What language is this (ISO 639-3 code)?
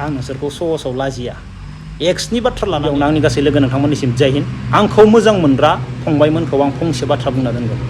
brx